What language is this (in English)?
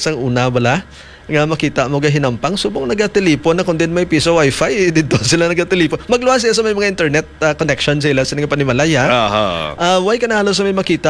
Hiligaynon